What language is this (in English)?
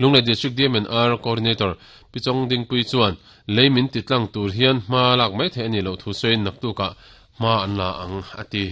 Mizo